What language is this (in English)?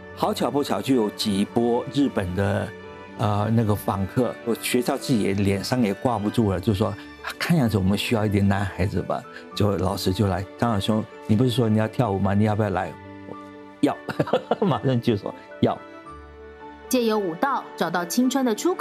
Chinese